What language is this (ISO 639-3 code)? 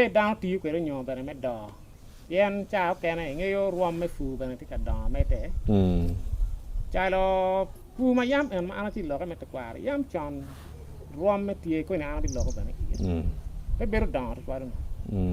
ach